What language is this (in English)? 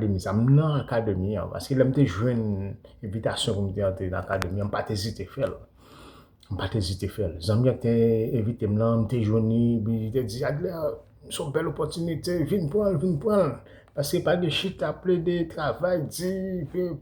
Haitian Creole